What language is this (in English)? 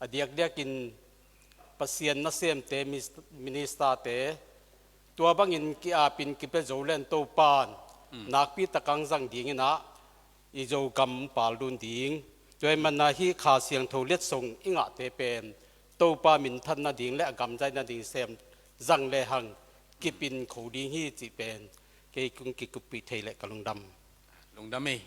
Tedim Chin